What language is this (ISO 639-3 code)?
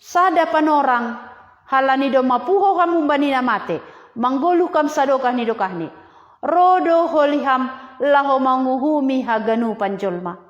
bts